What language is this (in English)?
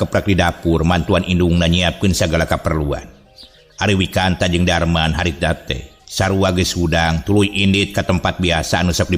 Sundanese